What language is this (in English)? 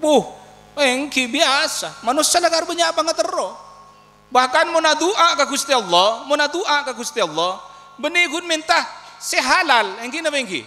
Madurese